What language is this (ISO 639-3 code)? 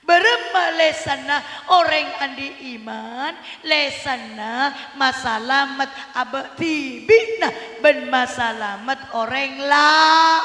mad